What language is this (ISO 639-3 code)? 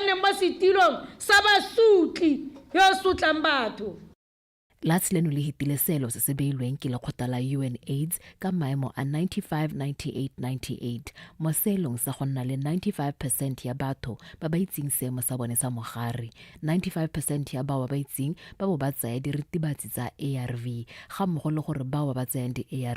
tsn